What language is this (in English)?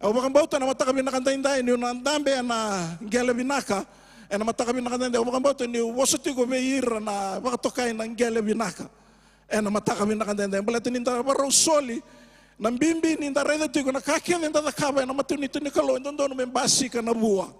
Fijian